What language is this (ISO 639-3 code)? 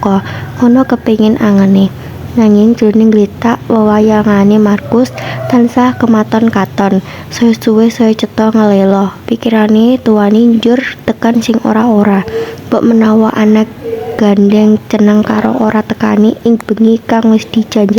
jav